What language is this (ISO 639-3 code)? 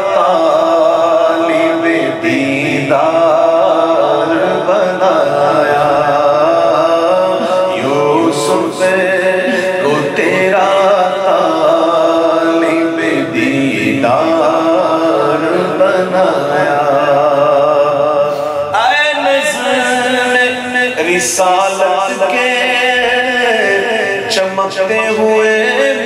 urd